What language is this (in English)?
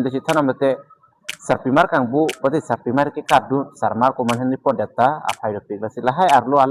Karbi